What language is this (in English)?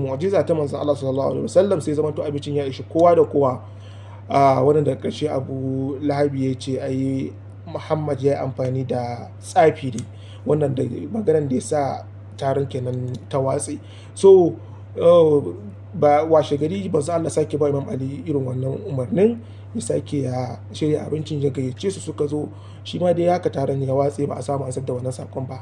Hausa